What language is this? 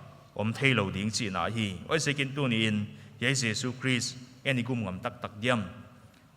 Paite Chin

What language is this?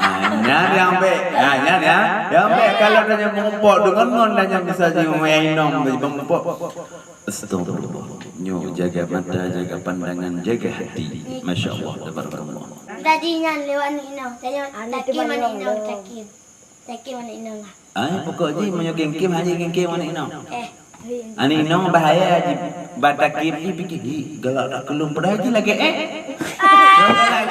Achinese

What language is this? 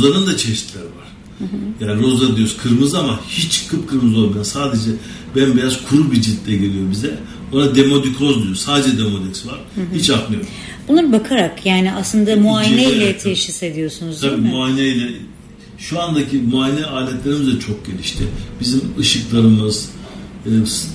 Turkish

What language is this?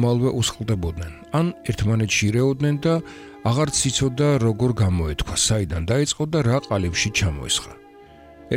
Georgian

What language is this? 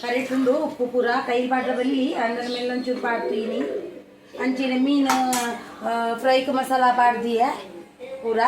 Tulu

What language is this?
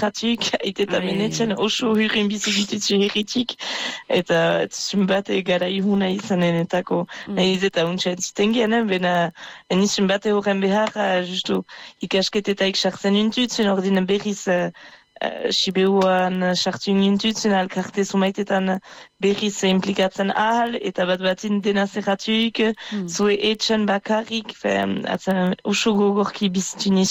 Basque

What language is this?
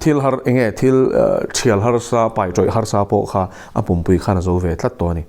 Mizo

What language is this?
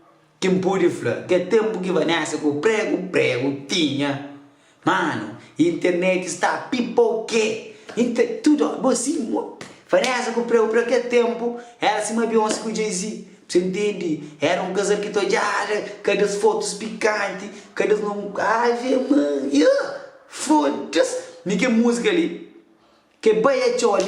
Kabuverdianu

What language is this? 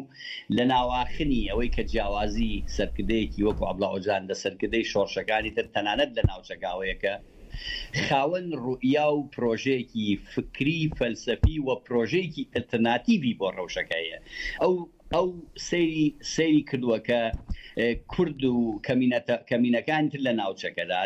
Central Kurdish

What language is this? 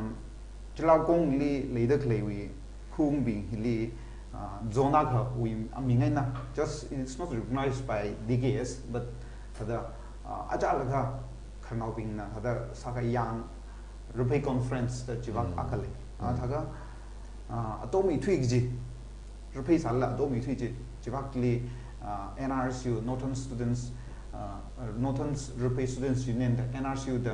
Tangkhul Naga (India)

